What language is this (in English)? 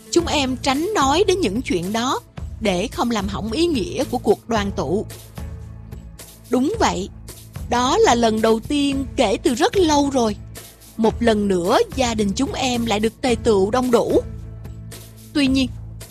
Vietnamese